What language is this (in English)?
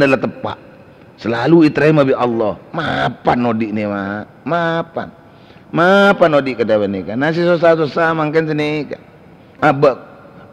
Madurese